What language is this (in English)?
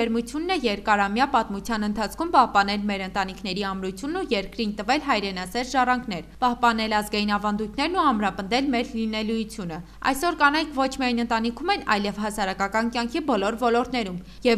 Armenian